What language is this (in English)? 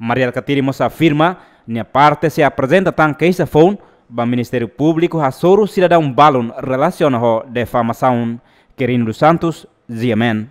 Tetum